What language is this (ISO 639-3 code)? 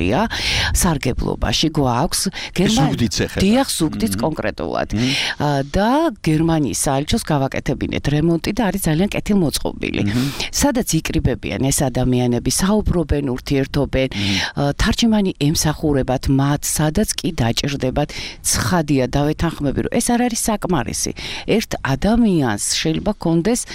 kat